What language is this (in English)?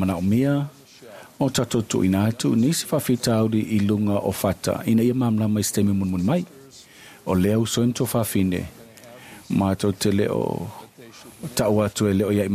Samoan